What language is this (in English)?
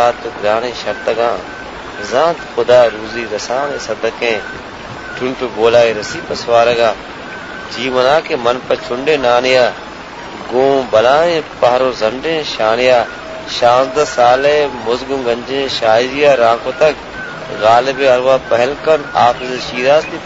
Baluchi